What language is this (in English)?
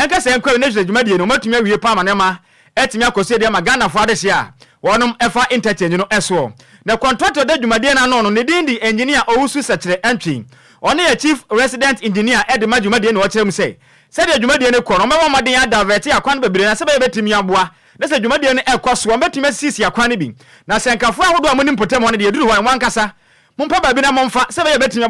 Akan